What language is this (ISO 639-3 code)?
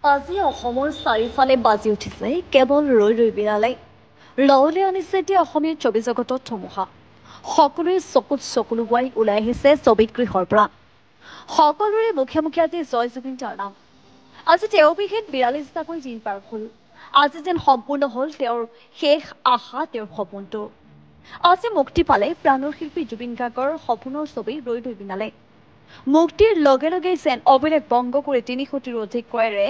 asm